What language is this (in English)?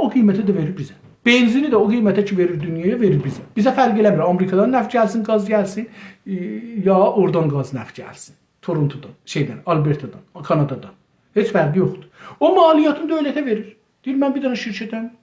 South Azerbaijani